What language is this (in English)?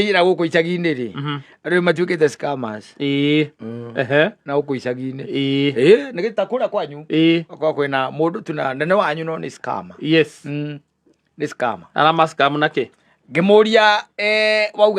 Kikuyu